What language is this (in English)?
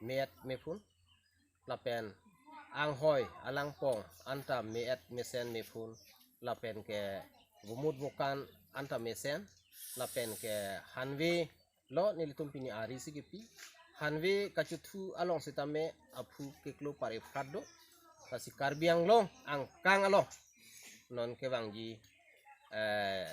Karbi